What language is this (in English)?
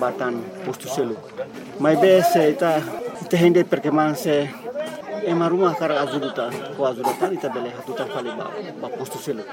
Tetum